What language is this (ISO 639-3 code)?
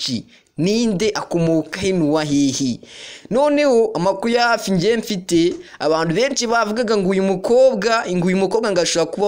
kin